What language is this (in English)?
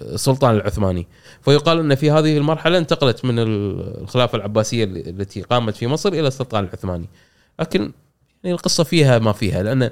Gulf Arabic